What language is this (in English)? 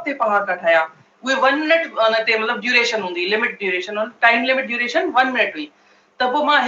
Sindhi